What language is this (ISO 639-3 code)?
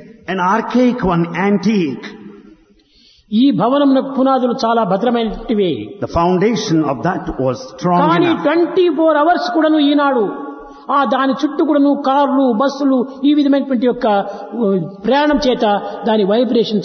tel